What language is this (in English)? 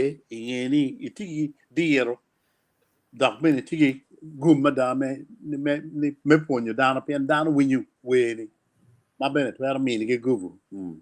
Acoli